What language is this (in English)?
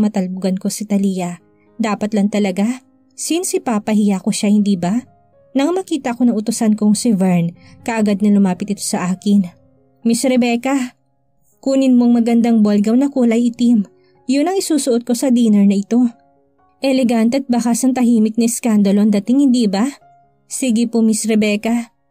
Filipino